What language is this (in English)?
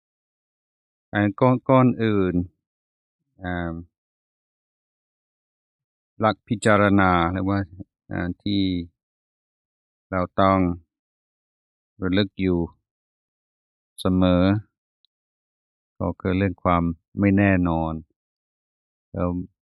Thai